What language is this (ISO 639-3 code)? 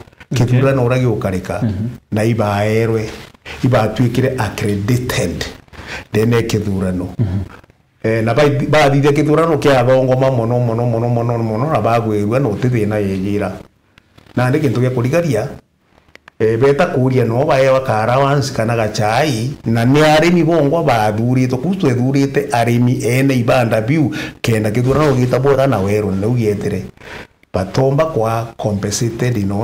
mer